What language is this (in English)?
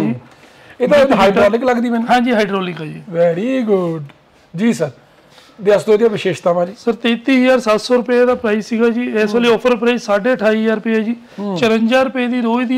Punjabi